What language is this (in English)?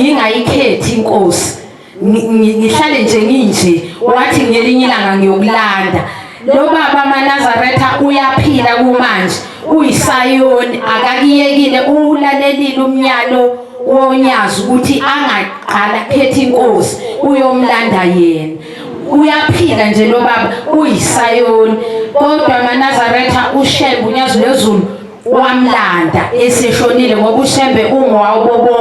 Zulu